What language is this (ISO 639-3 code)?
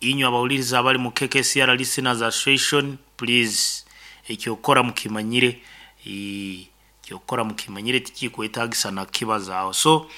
nyo